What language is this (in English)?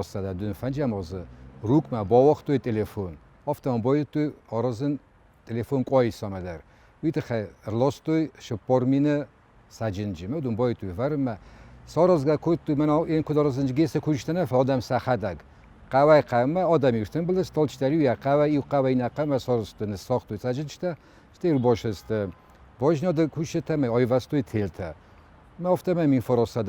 Ossetic